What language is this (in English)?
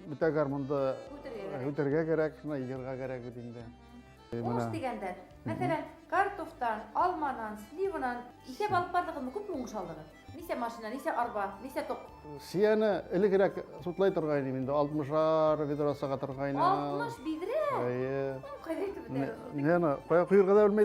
Bashkir